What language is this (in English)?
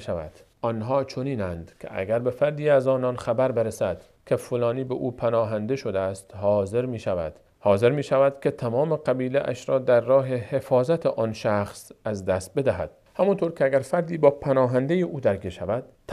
Persian